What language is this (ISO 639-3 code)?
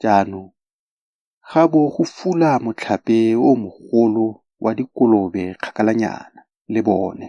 tsn